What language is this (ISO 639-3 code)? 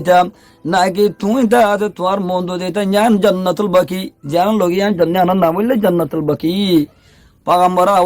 rhg